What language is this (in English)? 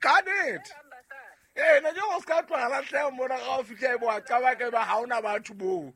Southern Sotho